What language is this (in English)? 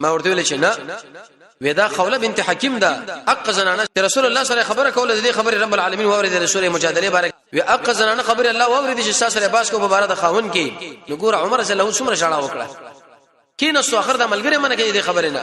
Pashto